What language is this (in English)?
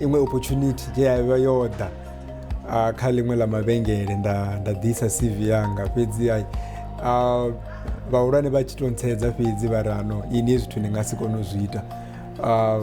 Venda